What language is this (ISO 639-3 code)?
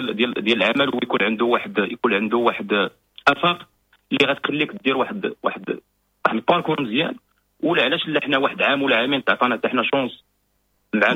ary